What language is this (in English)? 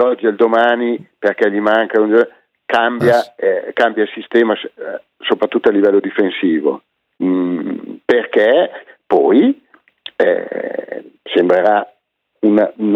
Italian